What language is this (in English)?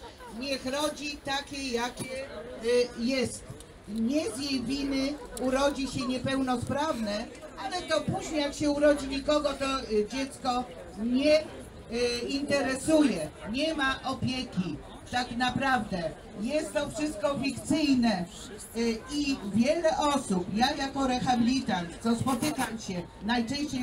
Polish